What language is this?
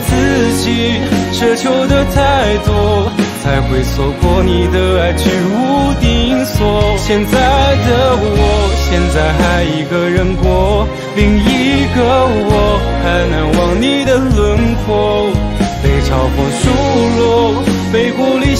Chinese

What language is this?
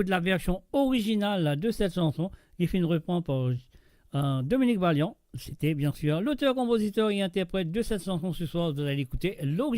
Morisyen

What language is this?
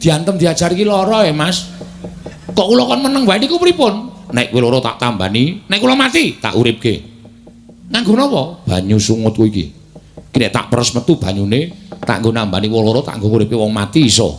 Javanese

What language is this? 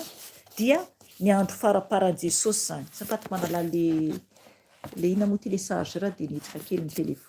Malagasy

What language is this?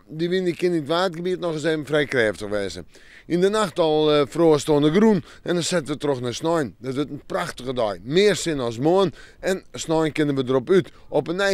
Western Frisian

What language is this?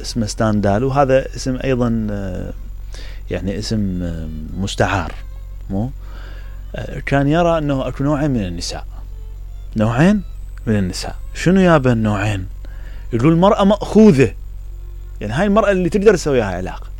Mesopotamian Arabic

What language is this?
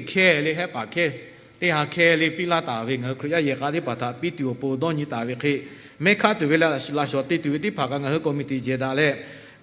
Lahu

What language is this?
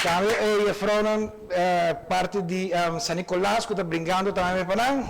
Papiamento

